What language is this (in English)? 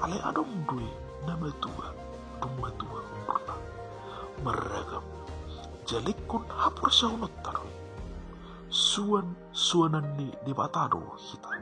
Batak Toba